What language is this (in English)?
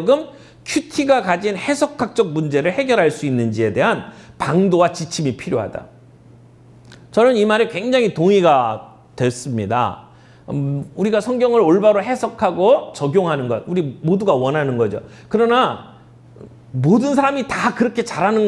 Korean